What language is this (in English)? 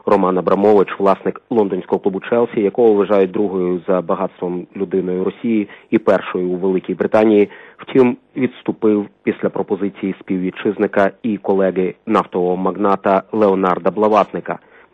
Ukrainian